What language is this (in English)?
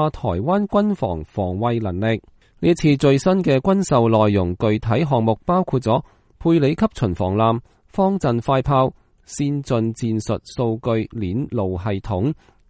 Cantonese